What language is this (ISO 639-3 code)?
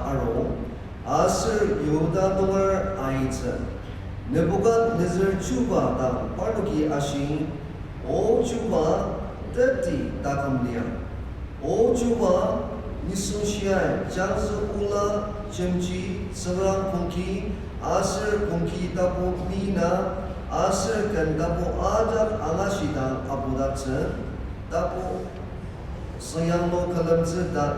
njo